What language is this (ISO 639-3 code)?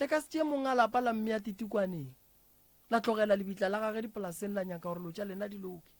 nso